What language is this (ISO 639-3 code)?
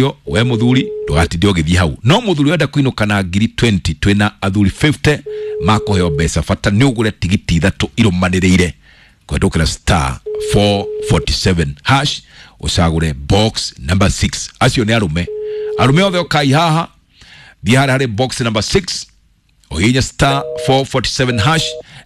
kik